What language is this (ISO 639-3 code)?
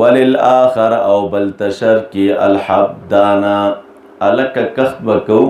pus